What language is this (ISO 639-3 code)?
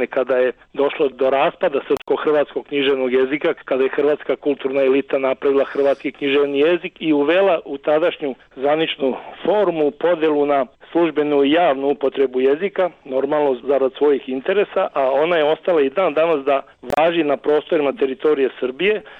srp